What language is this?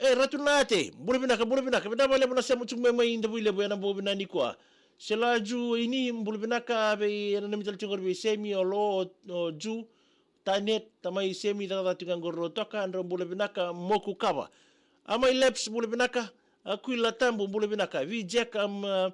Fijian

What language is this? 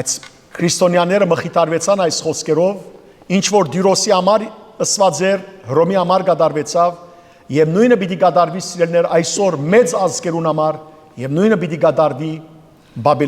Western Armenian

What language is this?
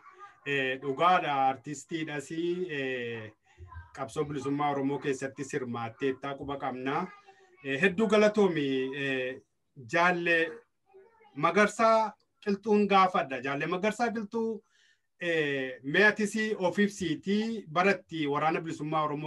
Oromo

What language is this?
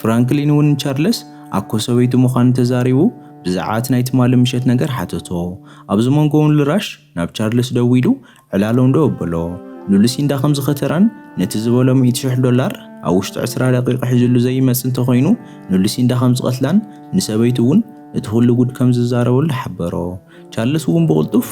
Tigrinya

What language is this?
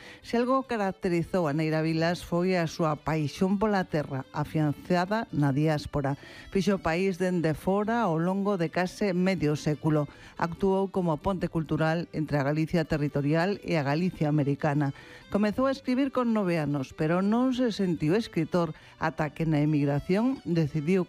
Galician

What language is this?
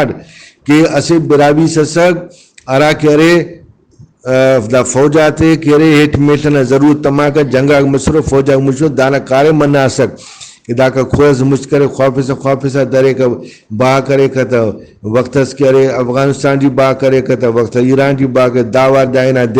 Brahui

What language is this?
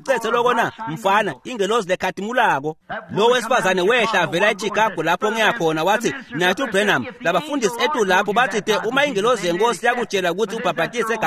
Swati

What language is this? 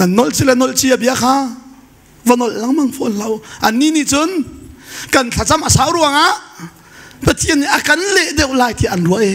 Hakha Chin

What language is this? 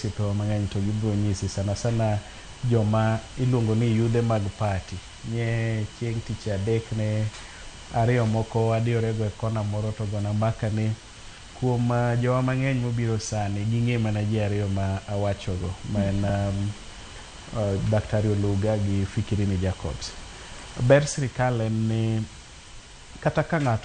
Luo (Kenya and Tanzania)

